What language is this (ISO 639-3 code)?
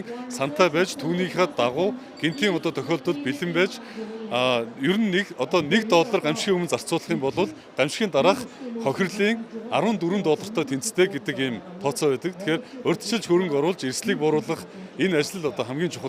mon